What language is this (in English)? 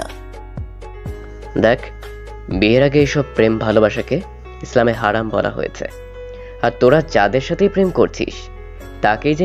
Bangla